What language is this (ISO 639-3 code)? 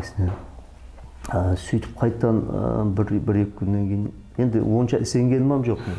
kaa